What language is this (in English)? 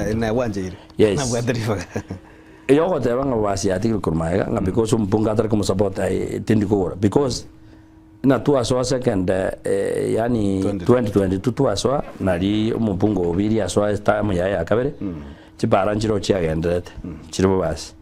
Gusii